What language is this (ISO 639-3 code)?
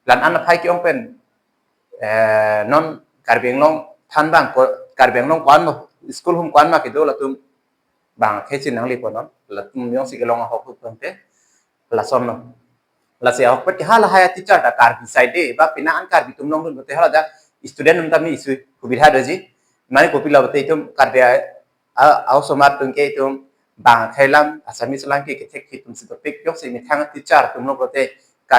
mjw